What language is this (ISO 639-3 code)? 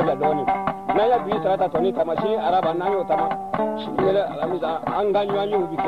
bam